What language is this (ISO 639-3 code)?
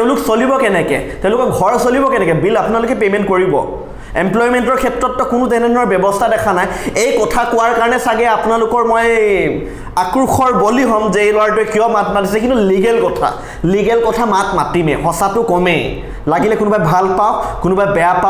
asm